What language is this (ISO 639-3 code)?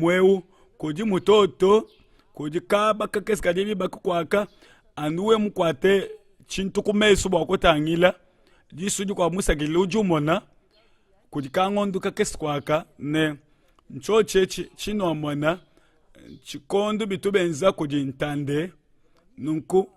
lua